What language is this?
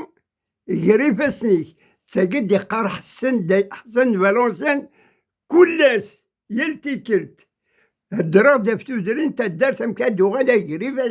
Kabyle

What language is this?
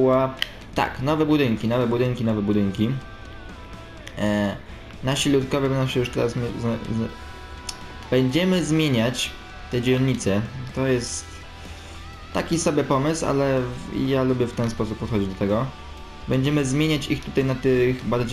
Polish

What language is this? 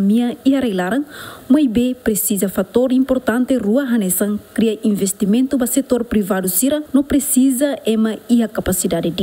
Tetum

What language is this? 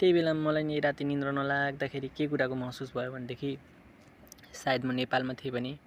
Nepali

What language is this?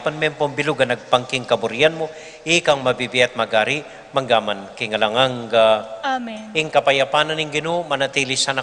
Pampanga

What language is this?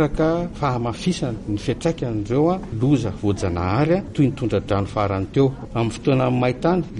Malagasy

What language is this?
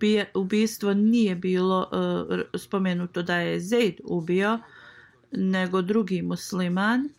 Bosnian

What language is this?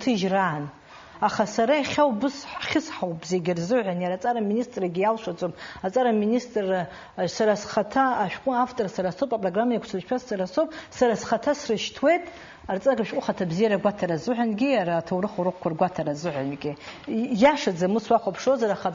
Abkhazian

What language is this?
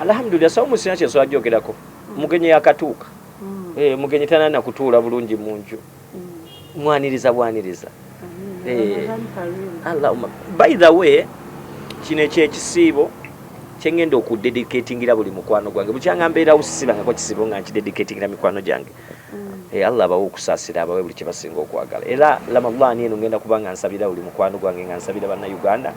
Ganda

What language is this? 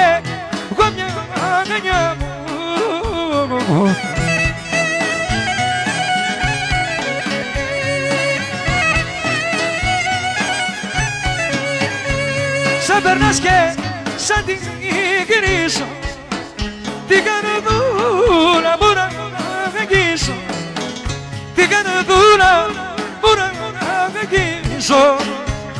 Greek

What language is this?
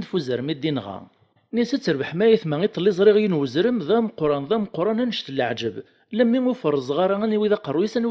Kabyle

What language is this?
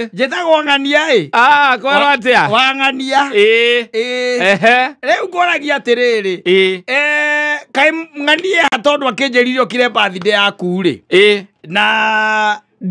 Kikuyu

